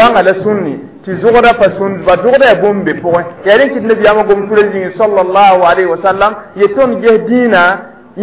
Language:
Mossi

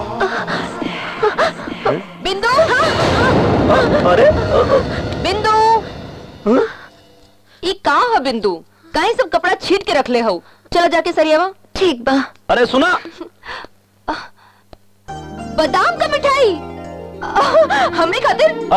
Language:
Bhojpuri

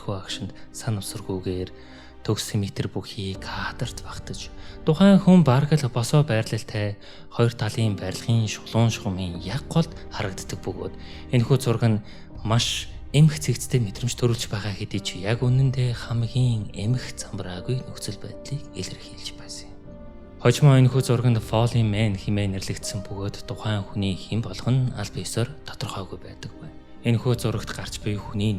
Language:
Mongolian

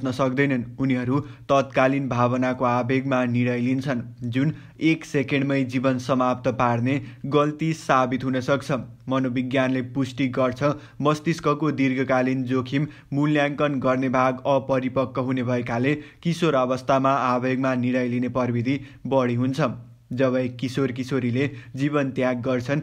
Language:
Nepali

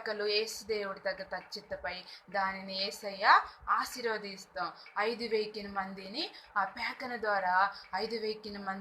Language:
Koya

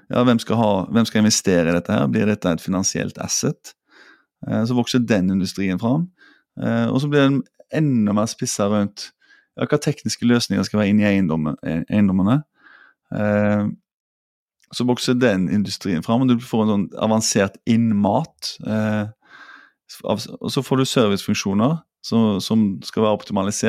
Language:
Norwegian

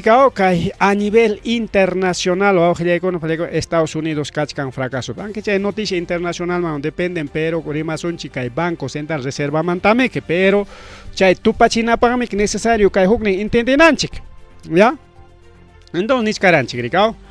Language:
Ayacucho Quechua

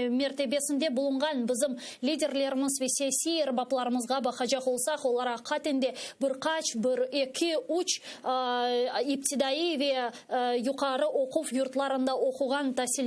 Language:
Crimean Tatar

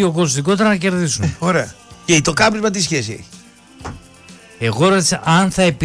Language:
Greek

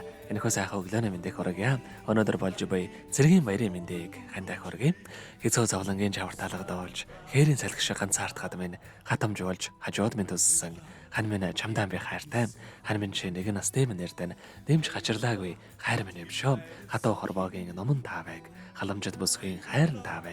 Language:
Mongolian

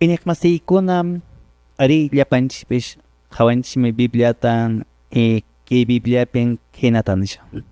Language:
Quechua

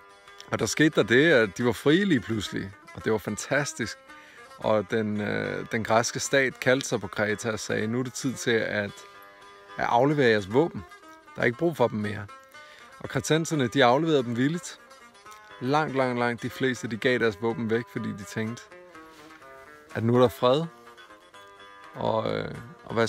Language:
Danish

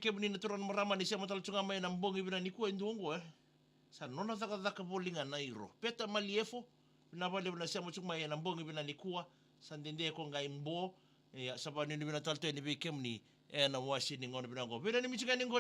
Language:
Fijian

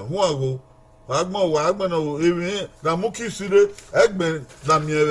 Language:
Bini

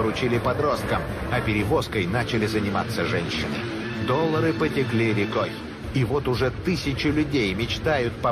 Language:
Russian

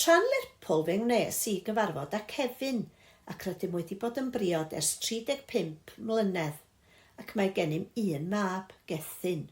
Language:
Welsh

